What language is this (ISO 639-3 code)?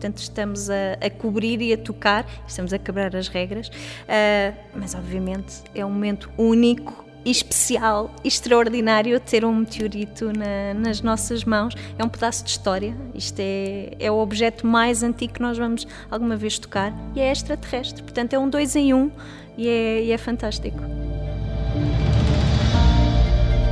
por